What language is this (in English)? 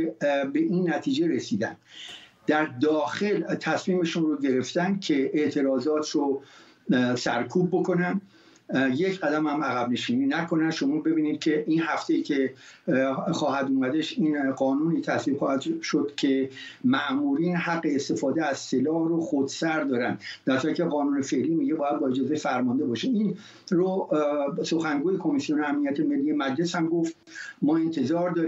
Persian